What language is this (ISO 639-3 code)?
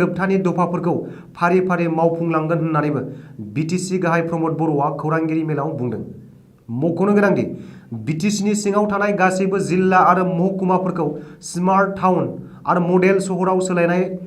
brx